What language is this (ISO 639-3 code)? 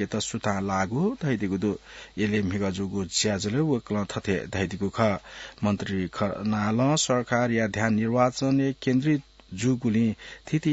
new